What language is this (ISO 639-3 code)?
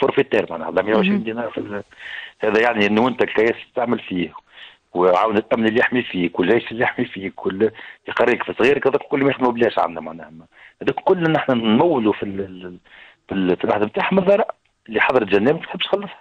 aeb